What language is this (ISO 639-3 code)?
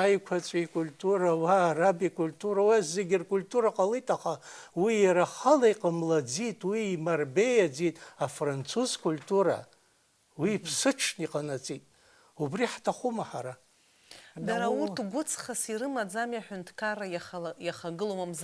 abk